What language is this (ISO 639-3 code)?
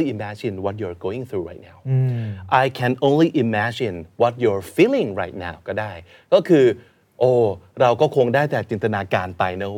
tha